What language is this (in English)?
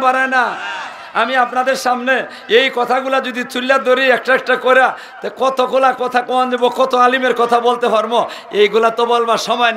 Sylheti